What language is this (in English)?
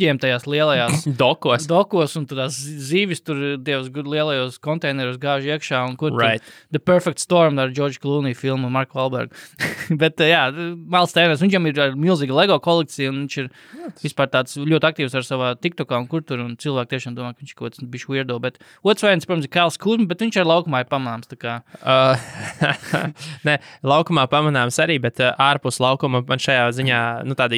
Latvian